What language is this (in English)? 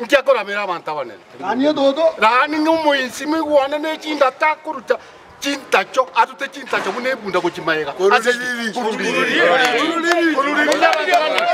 Gusii